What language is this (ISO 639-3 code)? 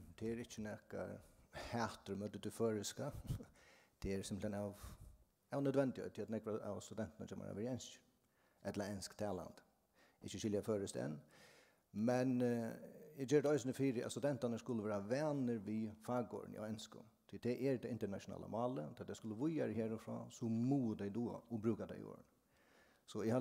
fao